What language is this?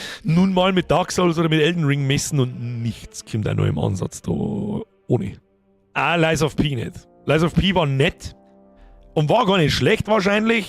Bavarian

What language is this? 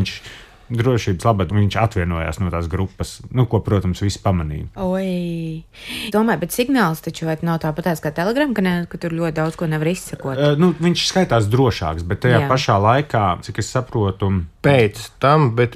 Latvian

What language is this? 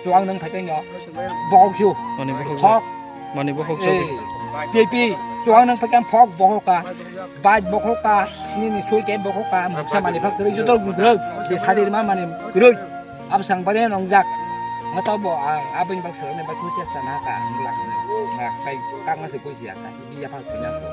Kok Borok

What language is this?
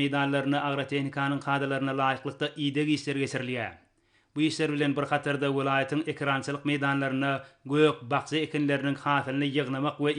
Turkmen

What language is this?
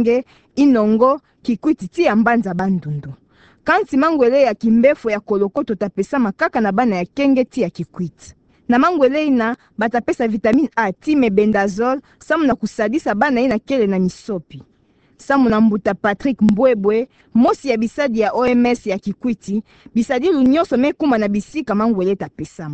Kituba (Democratic Republic of Congo)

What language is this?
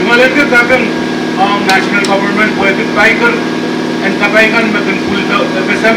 Pohnpeian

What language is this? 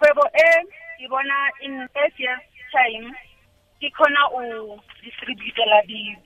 Tswana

